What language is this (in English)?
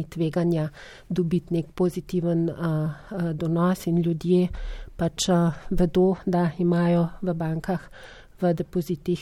Slovenian